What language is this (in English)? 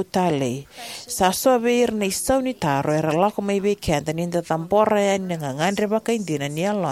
Fijian